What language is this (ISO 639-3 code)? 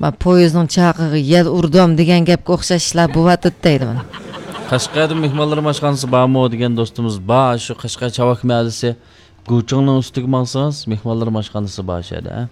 uig